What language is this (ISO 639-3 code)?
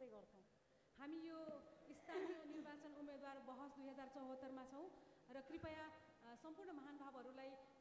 nep